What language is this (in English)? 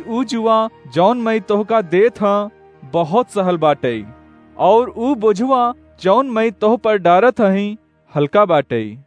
Awadhi